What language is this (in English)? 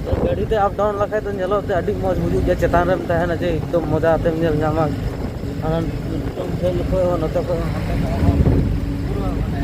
Santali